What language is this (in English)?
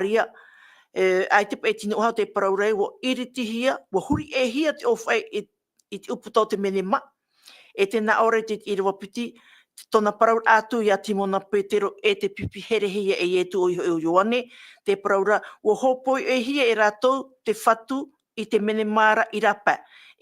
Tahitian